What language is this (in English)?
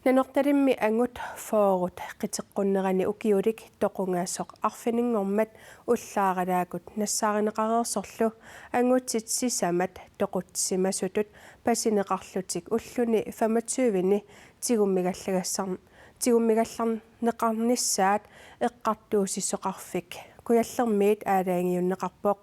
Kalaallisut